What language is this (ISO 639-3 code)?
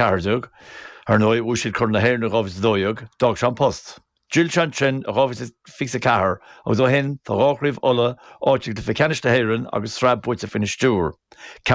gle